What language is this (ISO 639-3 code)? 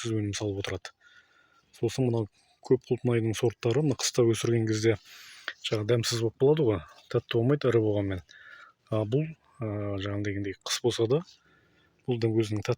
kaz